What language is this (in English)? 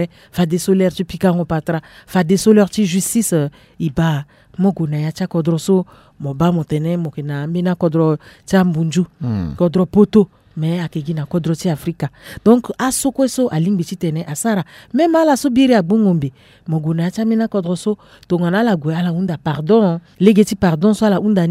Sango